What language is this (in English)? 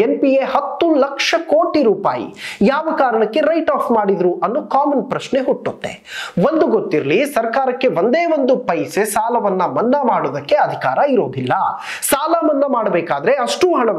Kannada